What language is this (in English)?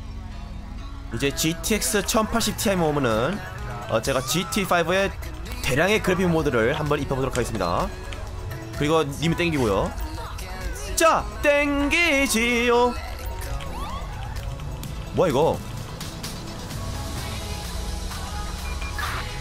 Korean